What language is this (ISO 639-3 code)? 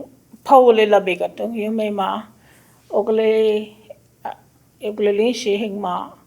cho